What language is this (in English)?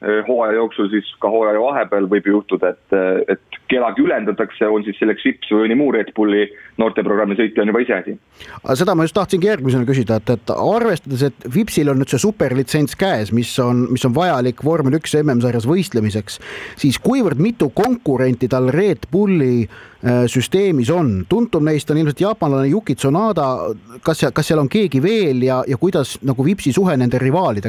Estonian